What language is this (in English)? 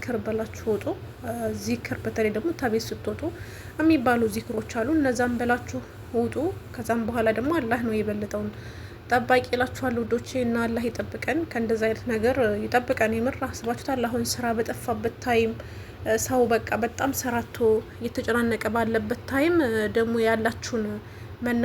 Amharic